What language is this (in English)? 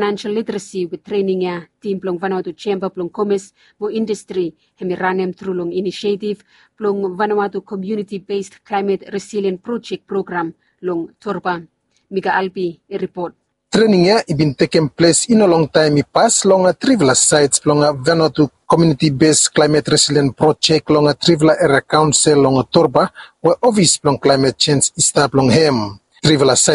Bislama